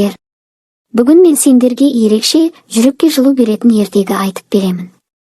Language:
Kazakh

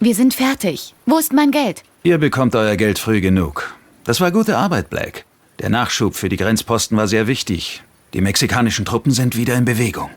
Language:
Bavarian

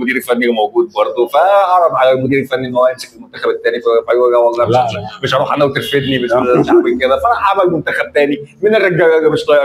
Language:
Egyptian Arabic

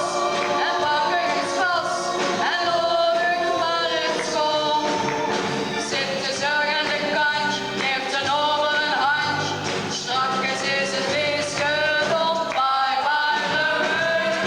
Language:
Limburgish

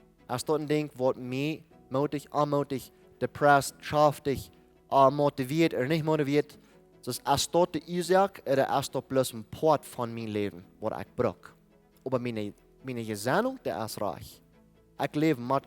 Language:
Plautdietsch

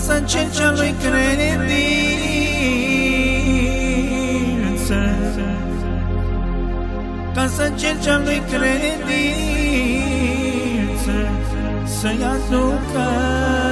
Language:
Romanian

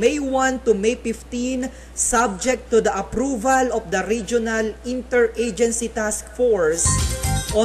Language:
Filipino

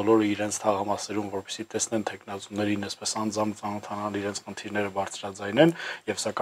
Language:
Armenian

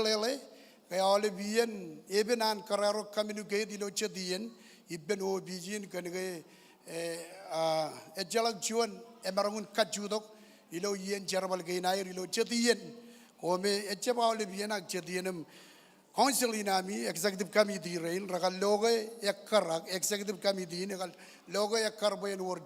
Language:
Marshallese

